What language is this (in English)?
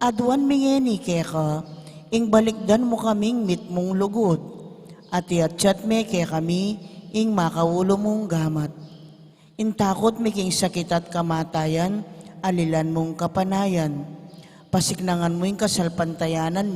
Pampanga